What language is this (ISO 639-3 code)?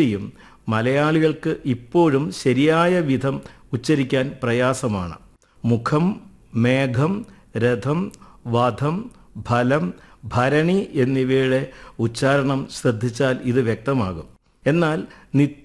mal